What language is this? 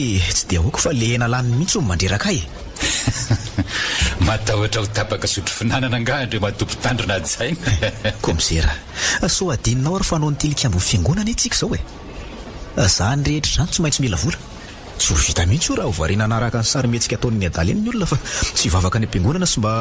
Malagasy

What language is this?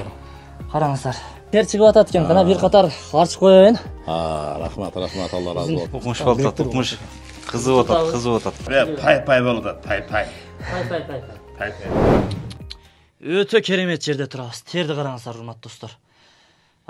Kyrgyz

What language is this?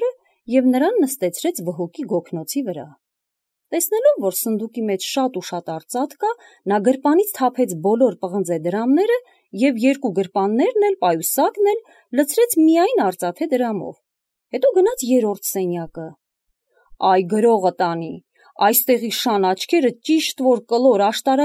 Armenian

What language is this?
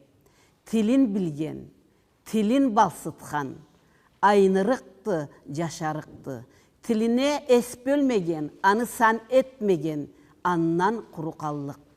Karachay-Balkar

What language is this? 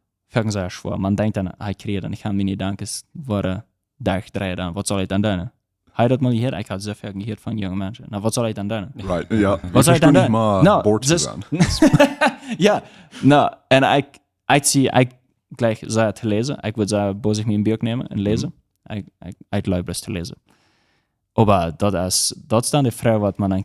Plautdietsch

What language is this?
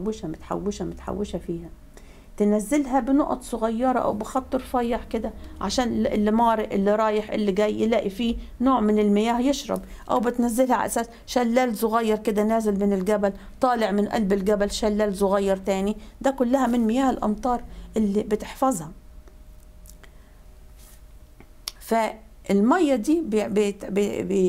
Egyptian Arabic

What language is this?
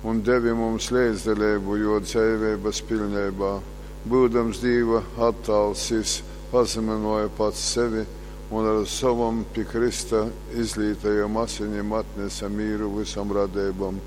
Latgalian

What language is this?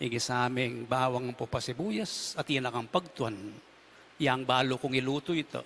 Pampanga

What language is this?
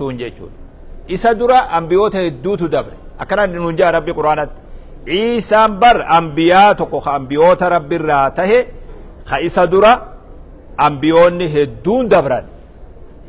Oromo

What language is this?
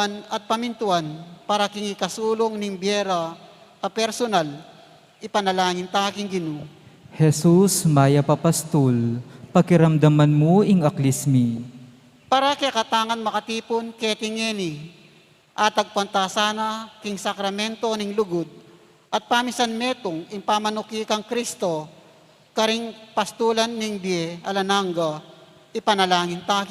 Pampanga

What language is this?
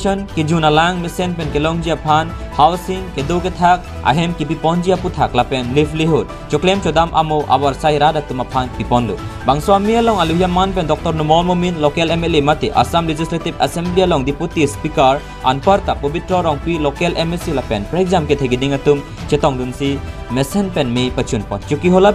Karbi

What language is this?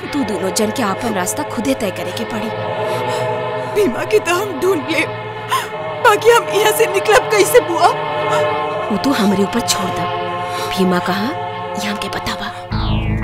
Bhojpuri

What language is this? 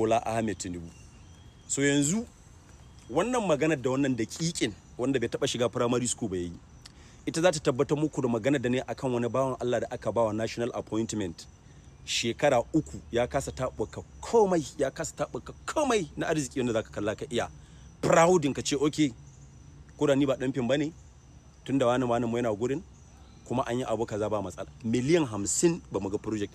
Hausa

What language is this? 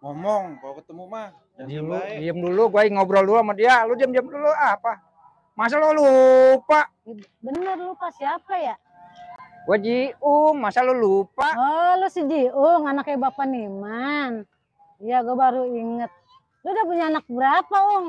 Betawi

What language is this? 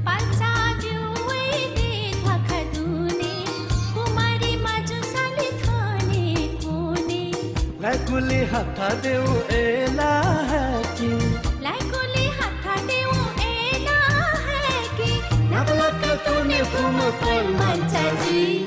Newari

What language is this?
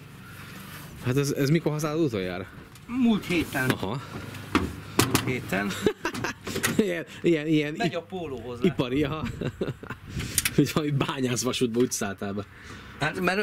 Hungarian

